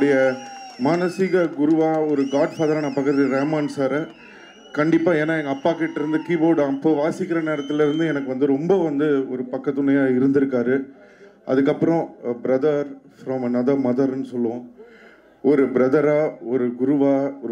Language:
Tamil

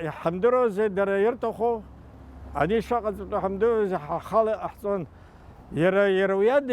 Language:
Abkhazian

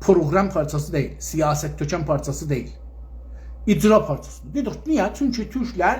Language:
South Azerbaijani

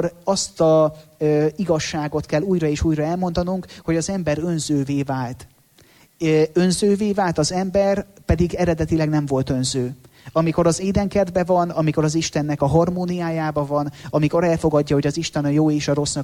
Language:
Hungarian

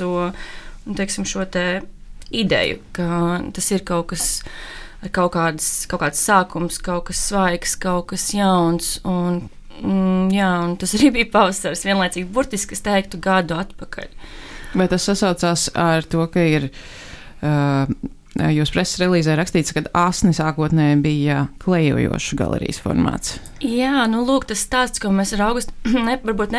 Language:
Latvian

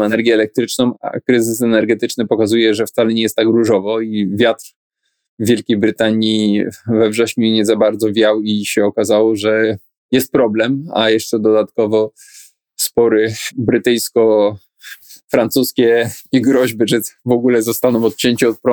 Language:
Polish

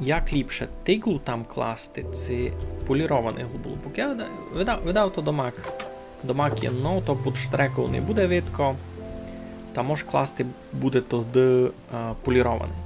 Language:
Rusyn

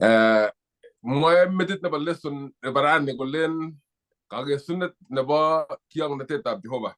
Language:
Kalenjin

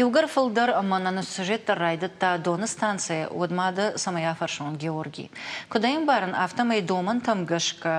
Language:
Ossetic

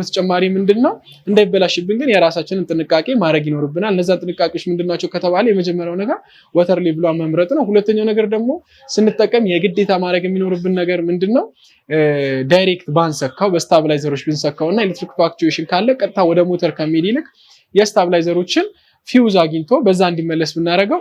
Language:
Amharic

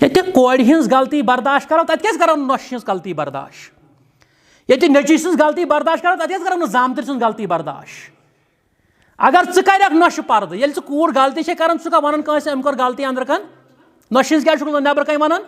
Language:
Kashmiri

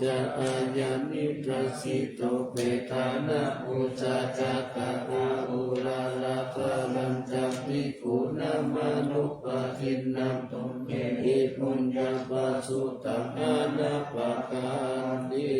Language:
Pali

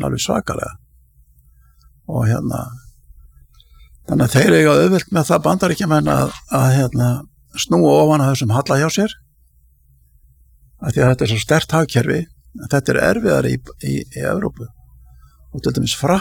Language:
Icelandic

